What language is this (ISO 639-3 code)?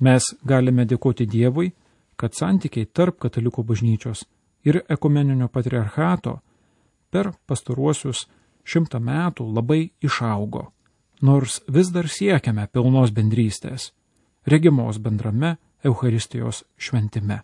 lit